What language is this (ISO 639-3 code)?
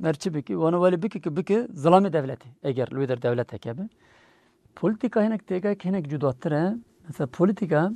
kur